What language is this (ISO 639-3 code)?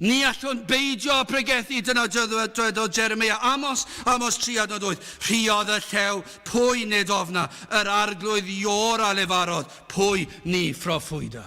cym